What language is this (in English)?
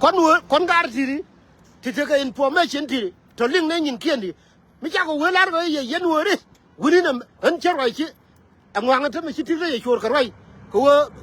Nuer